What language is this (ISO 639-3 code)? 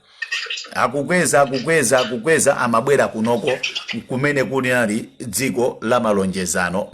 nya